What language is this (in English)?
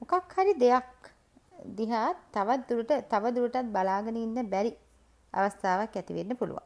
Sinhala